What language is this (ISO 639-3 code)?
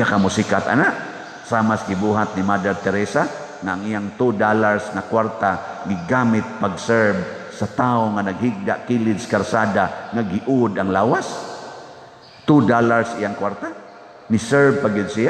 ceb